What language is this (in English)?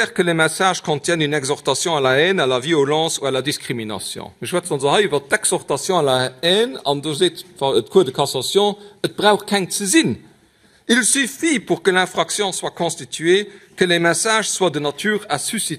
Luxembourgish